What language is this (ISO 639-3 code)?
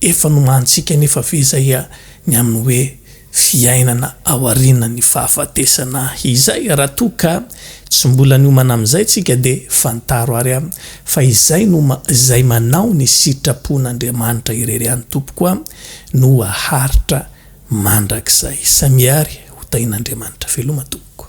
mlg